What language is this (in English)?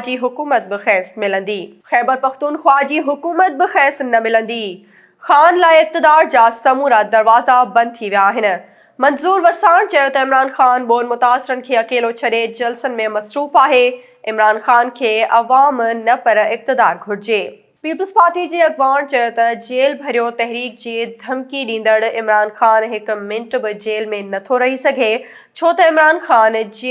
Sindhi